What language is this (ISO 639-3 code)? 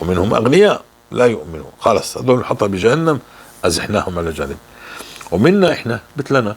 apc